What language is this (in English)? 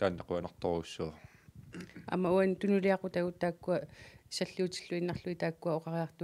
Kalaallisut